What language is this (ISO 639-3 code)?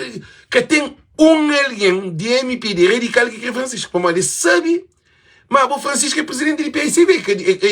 kea